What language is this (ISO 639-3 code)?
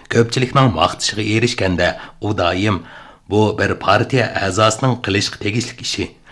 uig